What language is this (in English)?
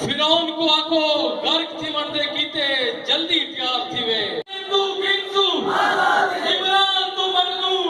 Saraiki